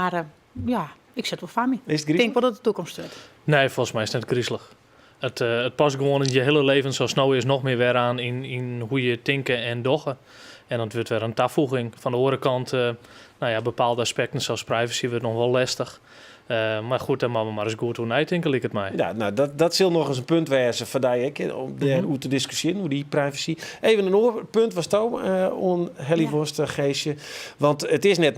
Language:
Western Frisian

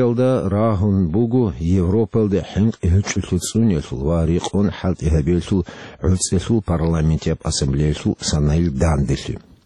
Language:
Avaric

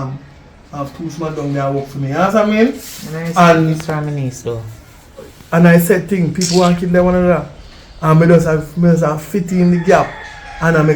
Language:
Jamaican Creole English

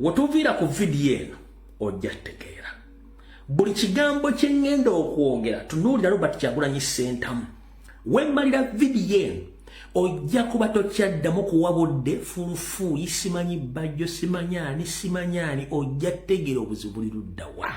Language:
Ganda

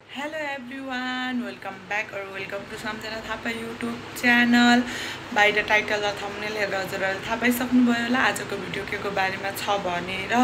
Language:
Nepali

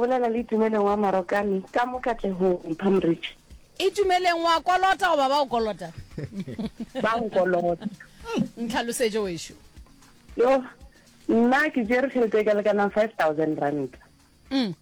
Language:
Northern Sotho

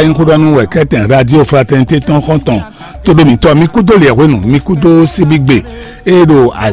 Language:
Fon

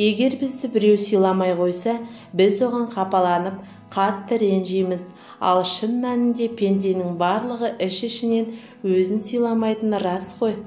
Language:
Kazakh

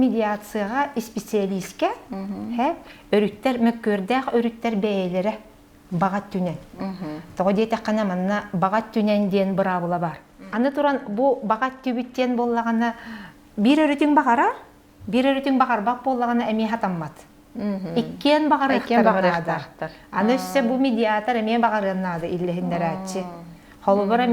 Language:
Yakut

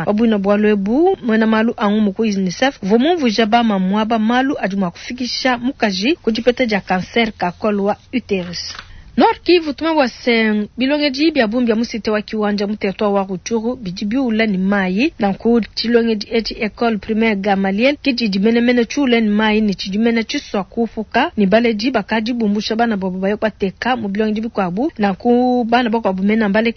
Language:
Luba-Lulua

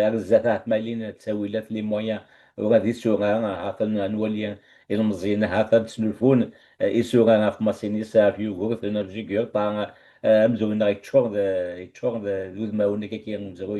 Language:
Kabyle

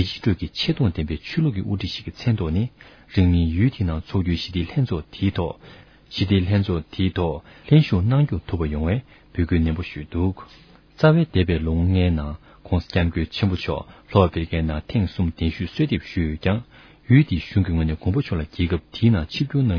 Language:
Tibetan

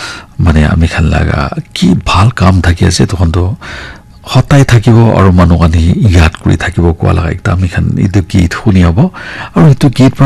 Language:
Naga Pidgin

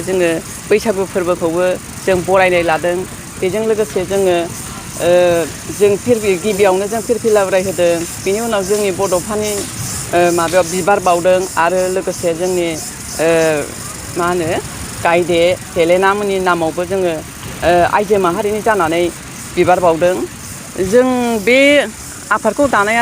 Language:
Bodo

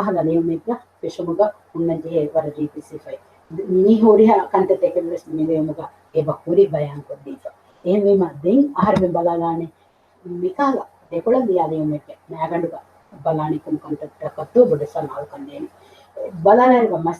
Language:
Divehi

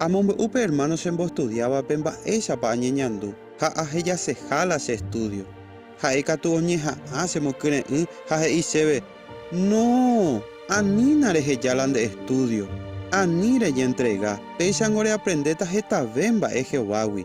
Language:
Guarani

